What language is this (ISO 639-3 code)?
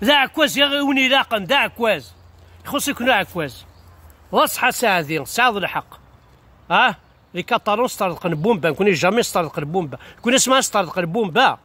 kab